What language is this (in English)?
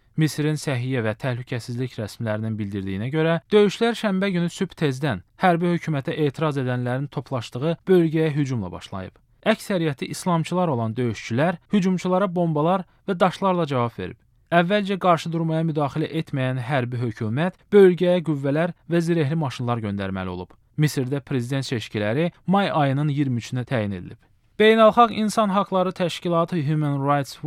Azerbaijani